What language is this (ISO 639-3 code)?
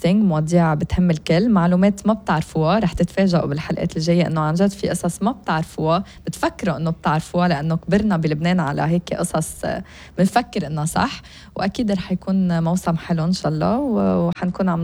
apc